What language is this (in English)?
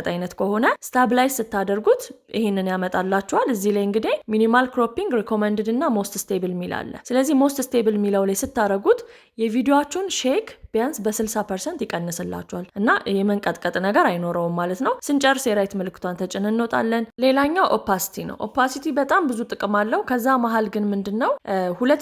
Amharic